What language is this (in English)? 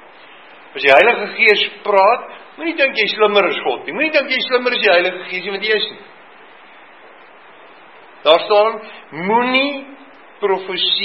Afrikaans